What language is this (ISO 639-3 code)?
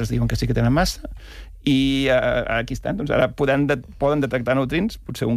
cat